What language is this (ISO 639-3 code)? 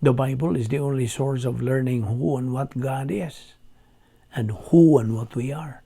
ceb